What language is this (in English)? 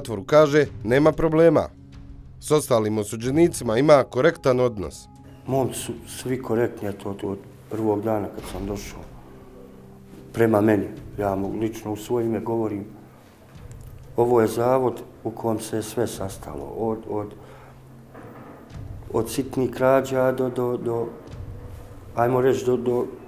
Bosnian